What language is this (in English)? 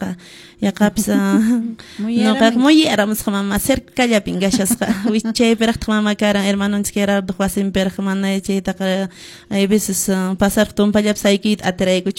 Quechua